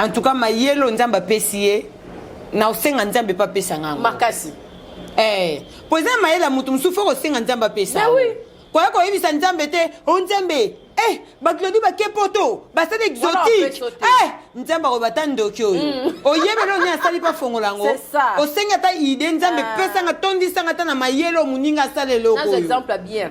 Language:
Lingala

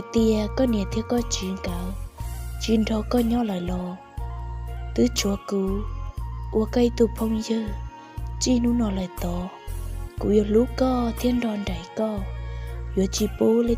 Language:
Hmong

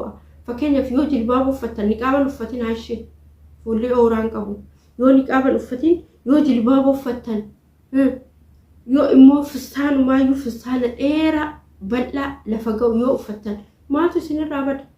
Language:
Oromo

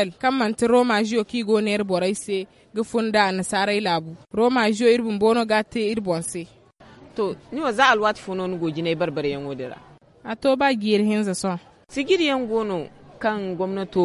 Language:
Zarma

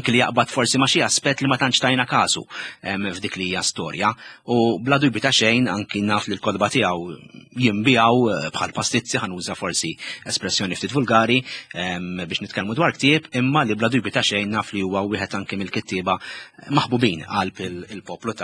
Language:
Maltese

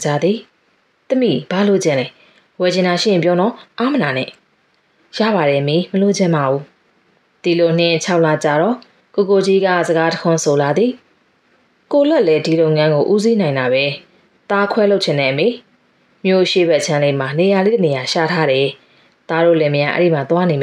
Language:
Burmese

